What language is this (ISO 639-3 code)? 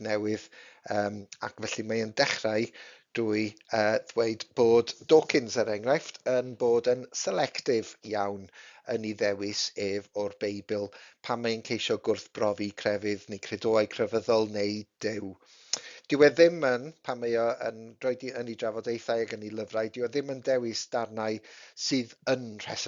cym